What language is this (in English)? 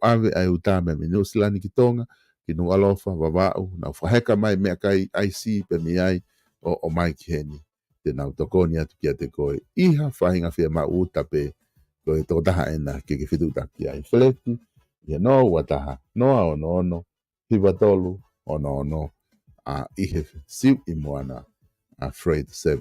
Tongan